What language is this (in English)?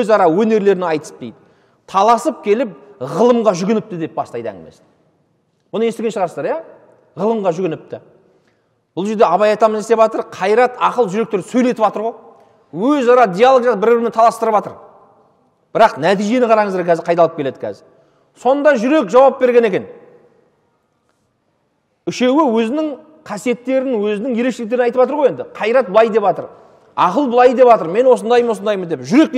Kazakh